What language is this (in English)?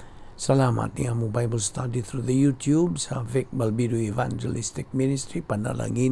Cebuano